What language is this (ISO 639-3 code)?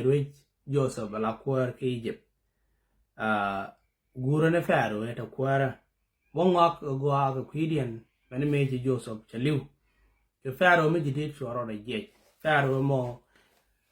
nus